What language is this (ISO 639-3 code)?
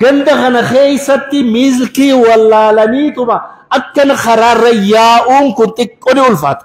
orm